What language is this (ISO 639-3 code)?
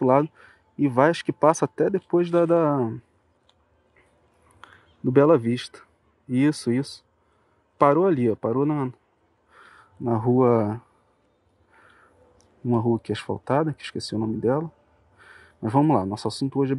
por